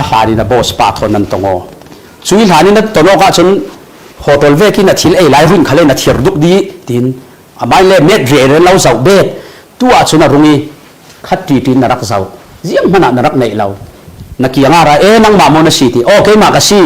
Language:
Falam Chin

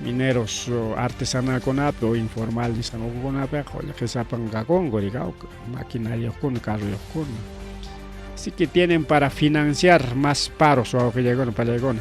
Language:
Ayacucho Quechua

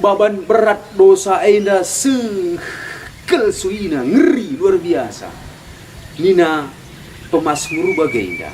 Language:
Batak Karo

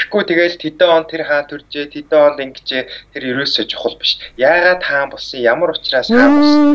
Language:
Mongolian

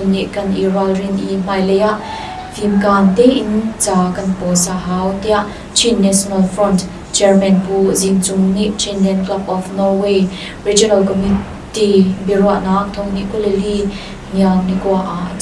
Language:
Hakha Chin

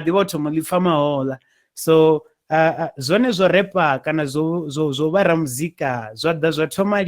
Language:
Venda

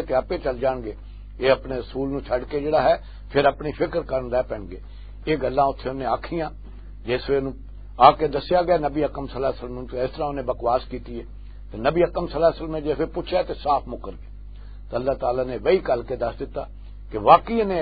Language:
Western Panjabi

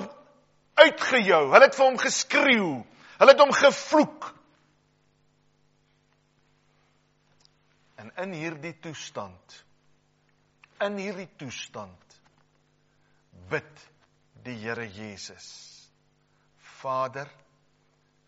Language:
Afrikaans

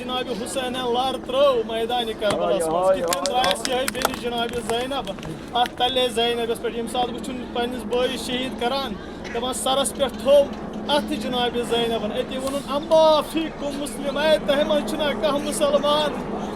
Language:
Kashmiri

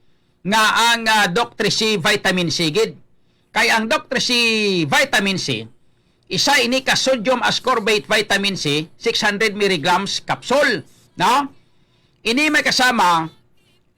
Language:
Hiligaynon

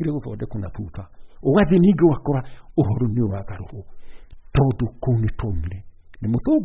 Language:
Kikuyu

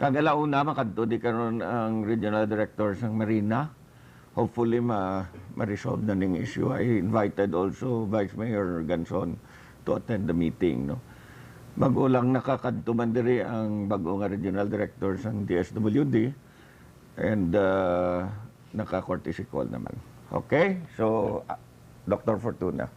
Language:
Hiligaynon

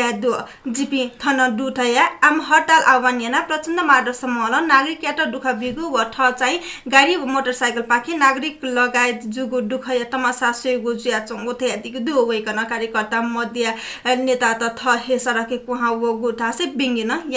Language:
Newari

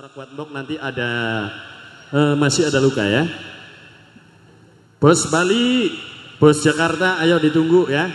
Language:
Indonesian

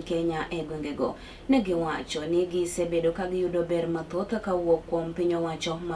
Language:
Luo (Kenya and Tanzania)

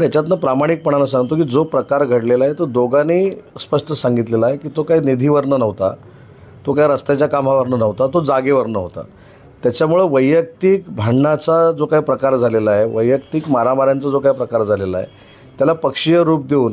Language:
Marathi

